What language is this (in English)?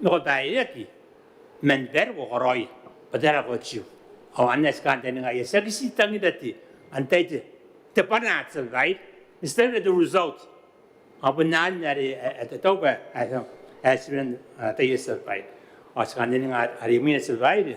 Gilbertese